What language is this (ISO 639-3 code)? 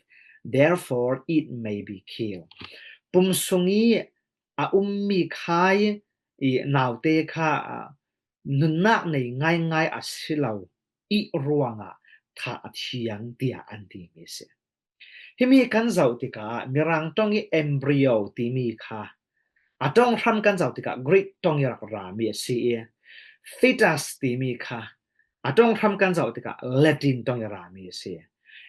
cfm